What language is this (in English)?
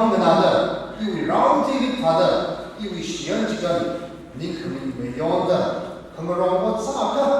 Tangkhul Naga (India)